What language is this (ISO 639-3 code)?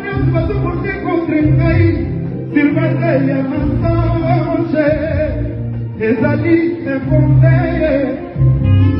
fra